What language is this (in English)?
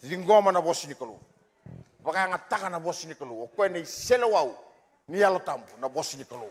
Fijian